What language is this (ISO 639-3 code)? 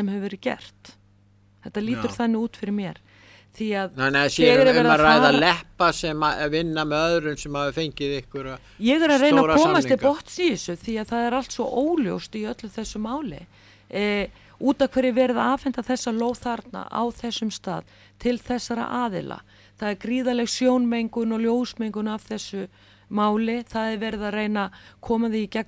isl